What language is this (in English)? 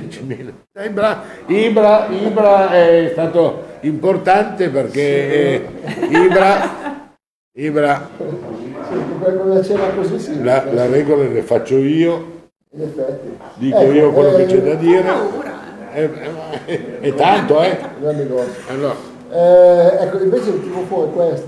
Italian